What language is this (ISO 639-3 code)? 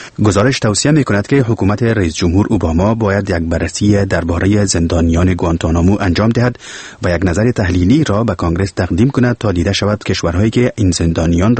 fas